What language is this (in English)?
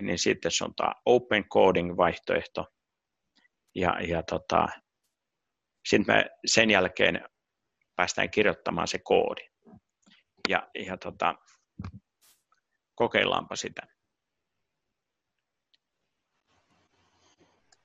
Finnish